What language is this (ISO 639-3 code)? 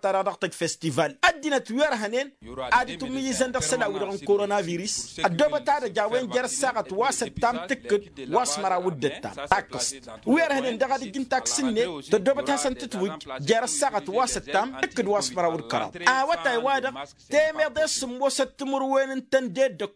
taq